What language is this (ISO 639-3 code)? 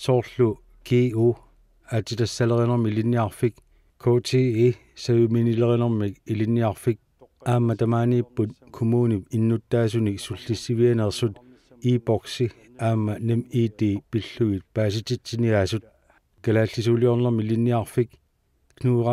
kal